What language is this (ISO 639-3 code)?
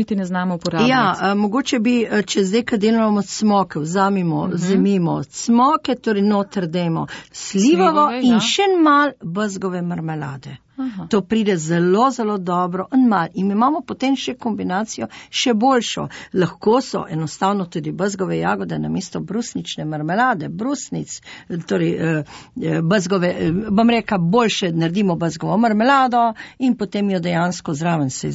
slv